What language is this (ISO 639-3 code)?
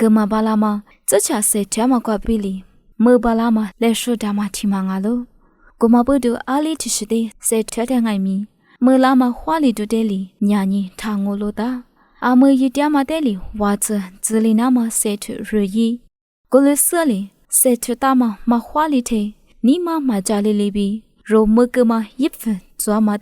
lis